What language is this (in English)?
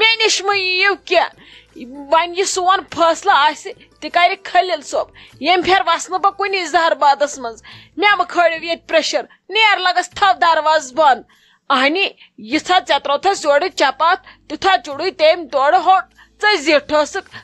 Kashmiri